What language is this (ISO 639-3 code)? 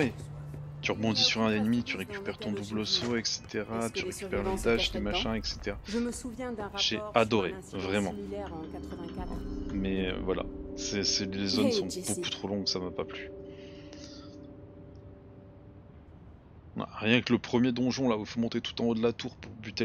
fra